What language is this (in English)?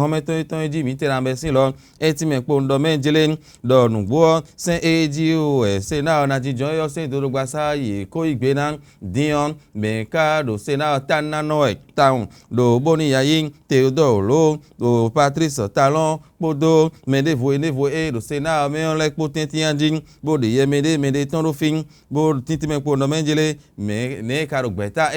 Fon